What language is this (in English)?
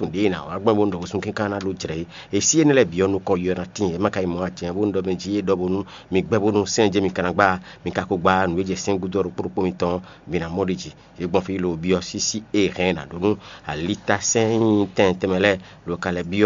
Fon